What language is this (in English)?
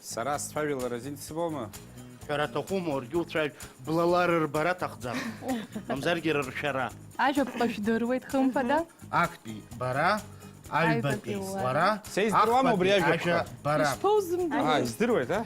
Abkhazian